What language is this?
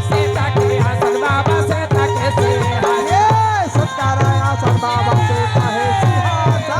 Chhattisgarhi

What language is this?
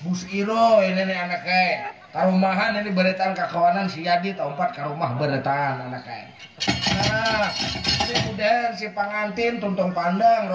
Banjar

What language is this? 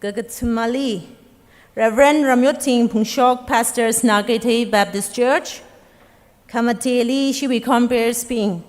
Tangkhul Naga (India)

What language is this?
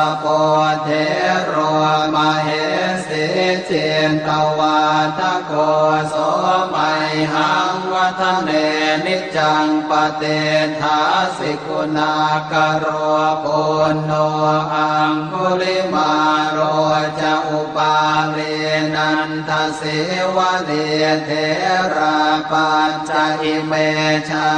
Pali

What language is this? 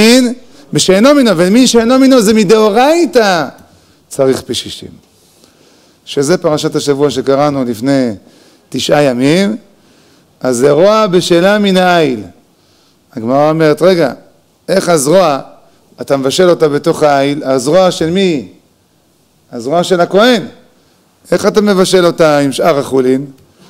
Hebrew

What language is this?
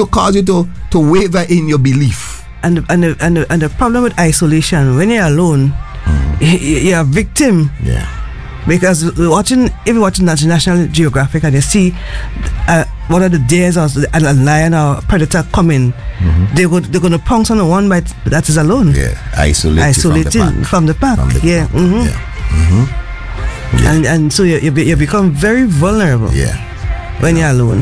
English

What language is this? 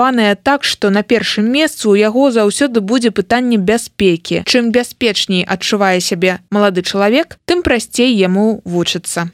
Belarusian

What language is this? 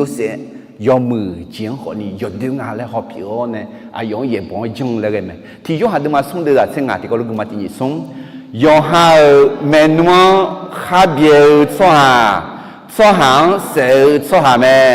Akha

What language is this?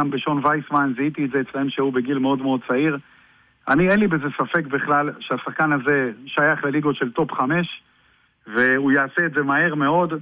Hebrew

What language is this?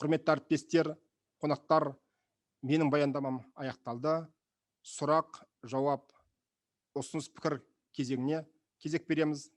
Kazakh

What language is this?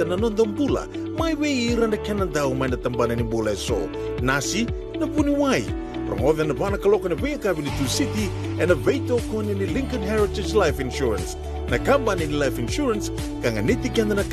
Fijian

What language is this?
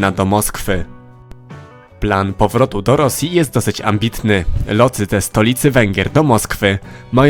Polish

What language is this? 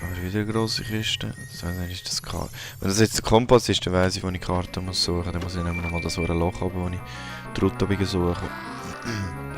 Swiss German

